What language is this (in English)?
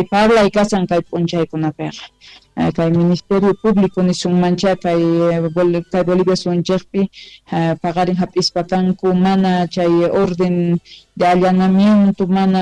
South Bolivian Quechua